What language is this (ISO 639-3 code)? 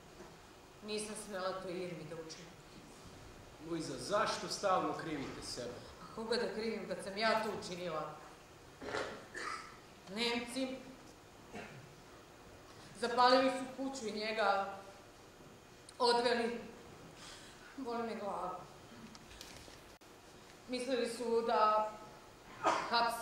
srp